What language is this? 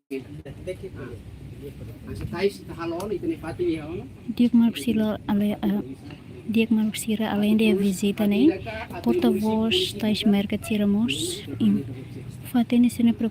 Tetum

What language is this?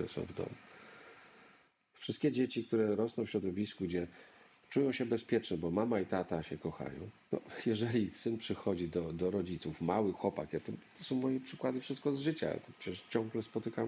Polish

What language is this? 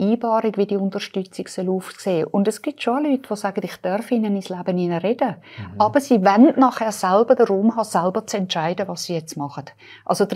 Swiss German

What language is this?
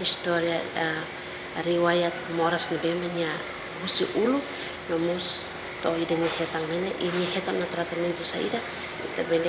Tetum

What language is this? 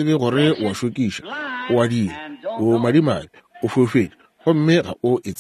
Northern Sotho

